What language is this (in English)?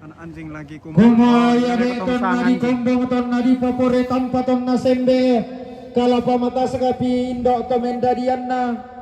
Toraja-Sa'dan